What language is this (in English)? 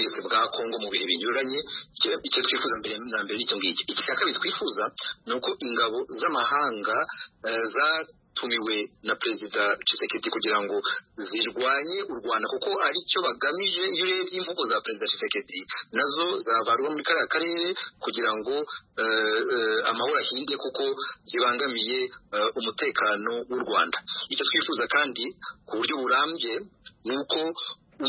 Kinyarwanda